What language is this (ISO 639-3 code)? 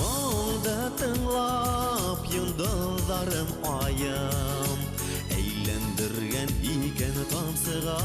bak